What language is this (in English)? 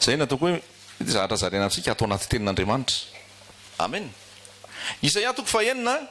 Malagasy